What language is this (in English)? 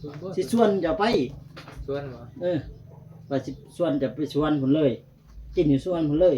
Northeastern Thai